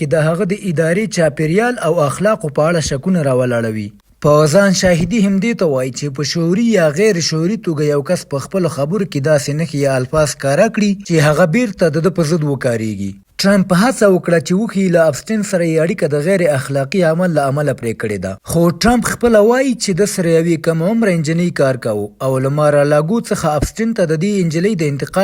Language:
Pashto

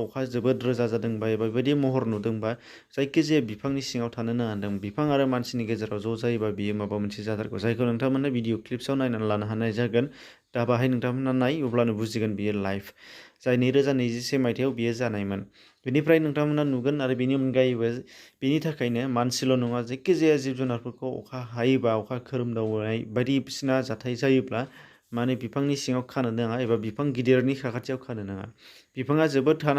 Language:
Bodo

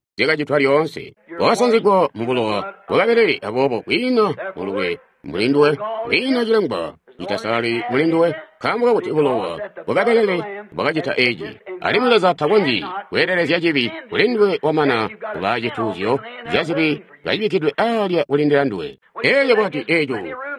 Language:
Tonga (Zambia)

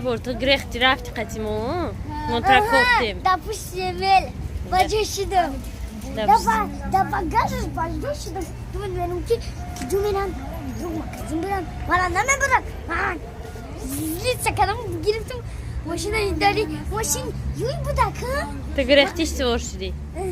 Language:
Tajik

